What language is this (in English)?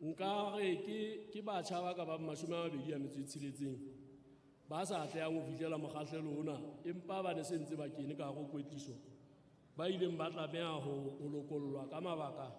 Southern Sotho